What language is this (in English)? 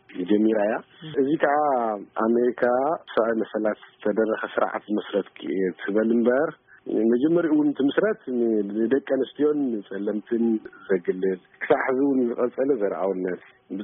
Tigrinya